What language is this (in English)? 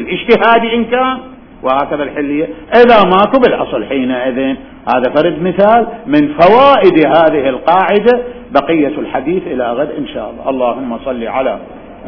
Mesopotamian Arabic